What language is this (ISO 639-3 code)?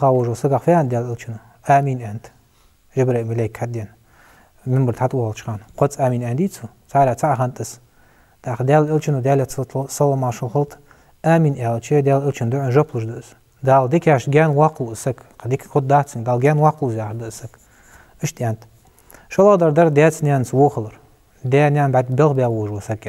inh